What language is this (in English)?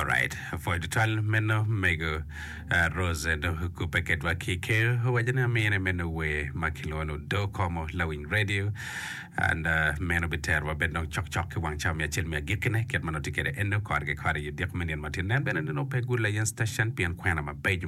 Acoli